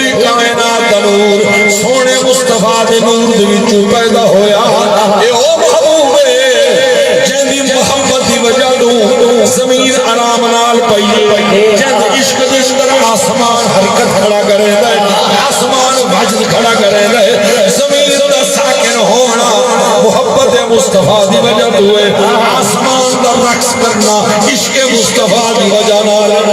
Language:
Saraiki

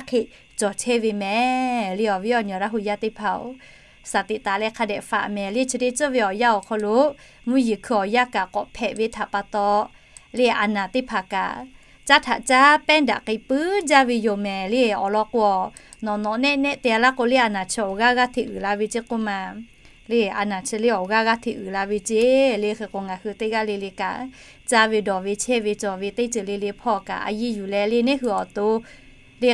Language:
Lahu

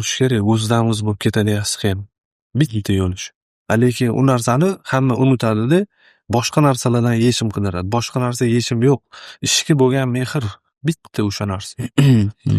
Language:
Uzbek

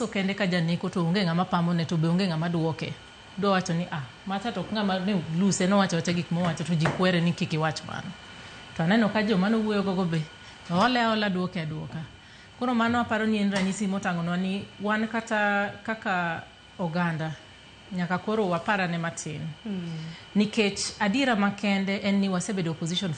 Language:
Luo (Kenya and Tanzania)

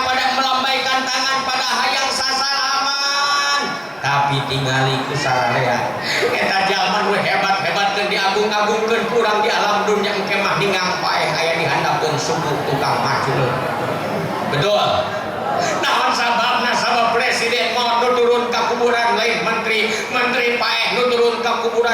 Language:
Sundanese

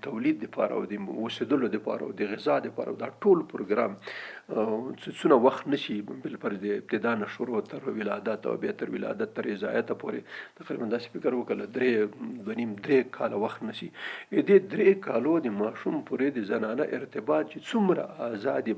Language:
Pashto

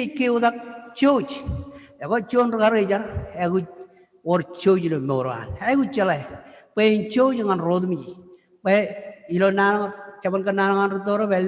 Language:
Marshallese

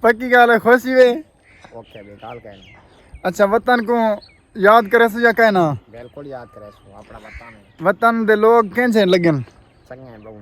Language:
Saraiki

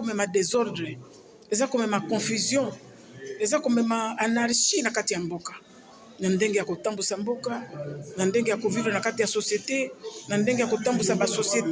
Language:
Lingala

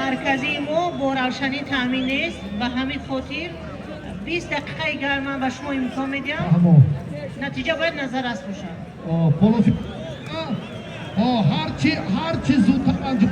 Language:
Tajik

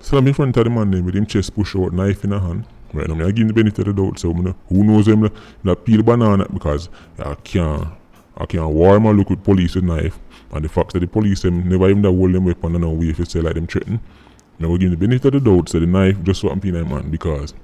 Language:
Jamaican Creole English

